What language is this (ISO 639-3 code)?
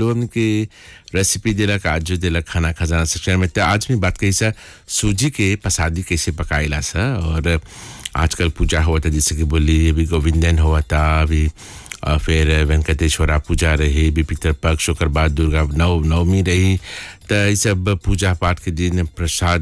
bho